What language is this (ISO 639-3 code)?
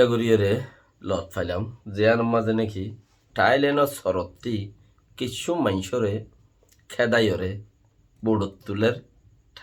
rhg